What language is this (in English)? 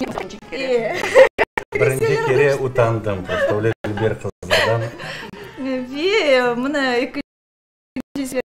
Crimean Tatar